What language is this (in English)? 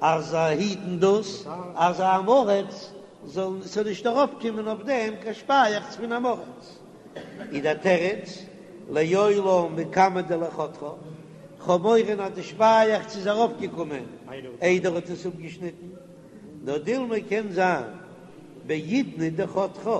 Yiddish